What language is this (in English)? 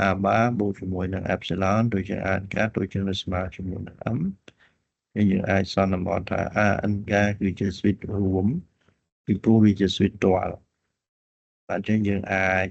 Khmer